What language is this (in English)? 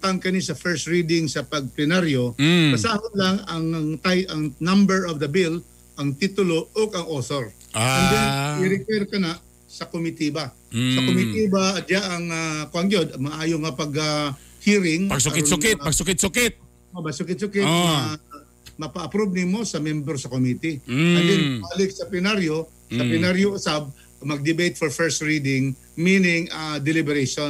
Cebuano